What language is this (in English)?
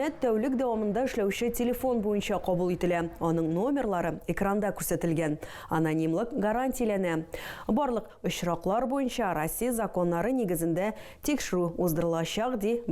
Tatar